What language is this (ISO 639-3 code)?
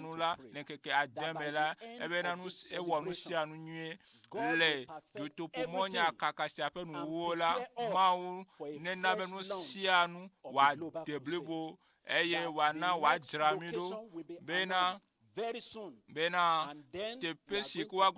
ewe